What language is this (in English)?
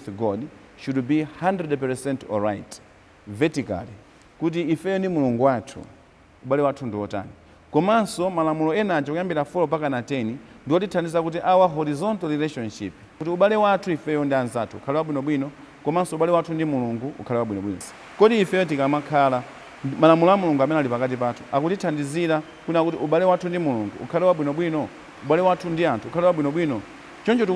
Nyanja